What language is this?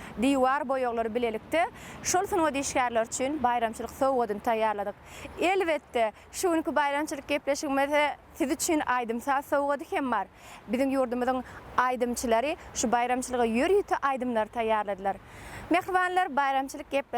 Turkmen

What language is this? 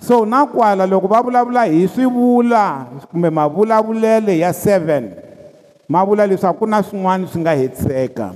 Tsonga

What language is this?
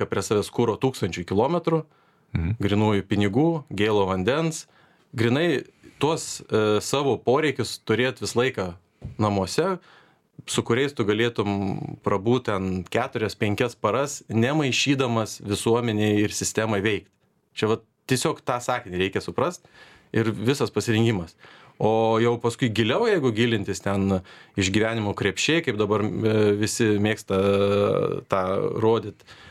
Lithuanian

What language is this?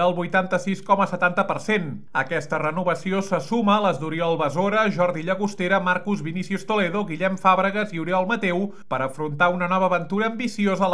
Catalan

